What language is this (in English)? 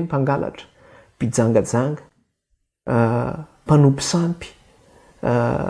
Malagasy